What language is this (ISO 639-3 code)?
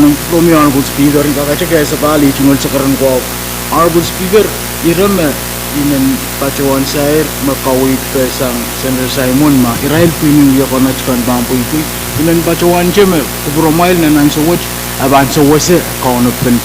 pon